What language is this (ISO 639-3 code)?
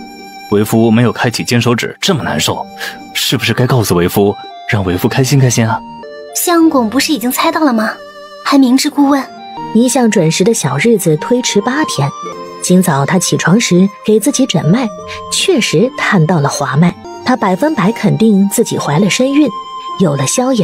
zho